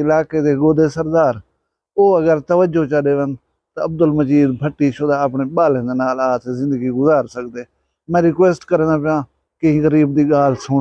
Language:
Saraiki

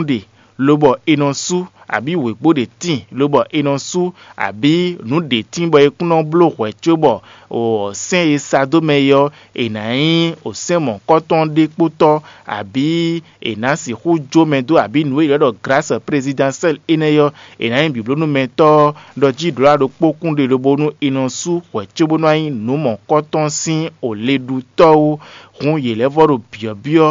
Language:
Fon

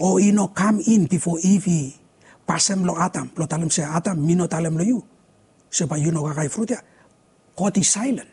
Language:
Bislama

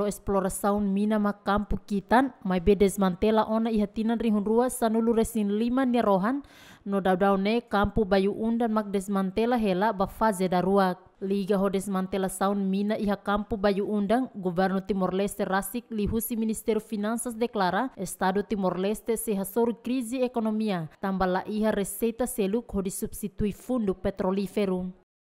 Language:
Tetum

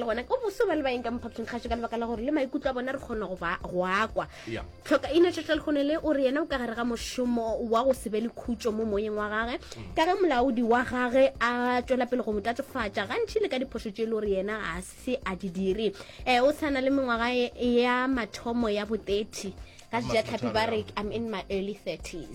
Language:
Northern Sotho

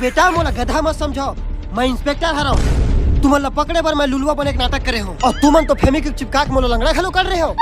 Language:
Chhattisgarhi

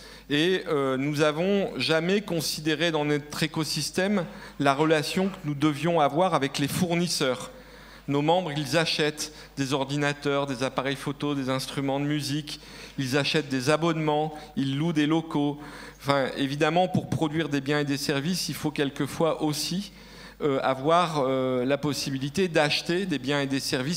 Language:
French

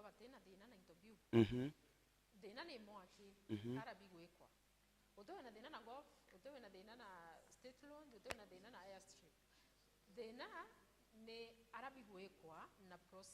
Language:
Meru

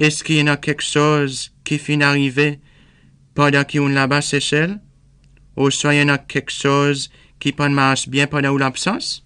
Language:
Seselwa Creole French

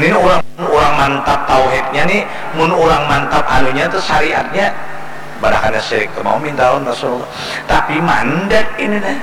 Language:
Banjar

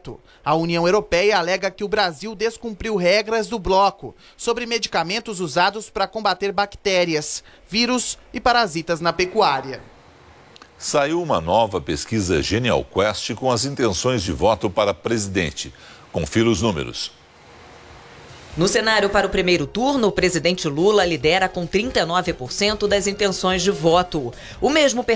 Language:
Portuguese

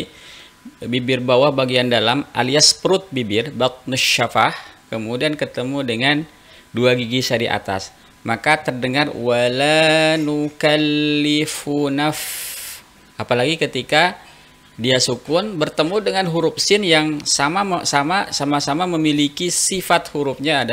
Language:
Indonesian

